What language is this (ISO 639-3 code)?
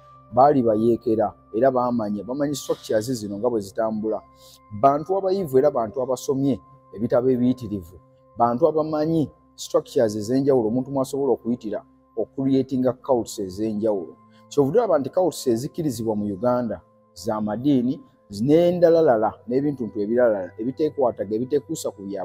lug